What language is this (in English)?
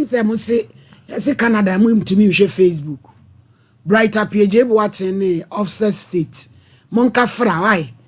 Akan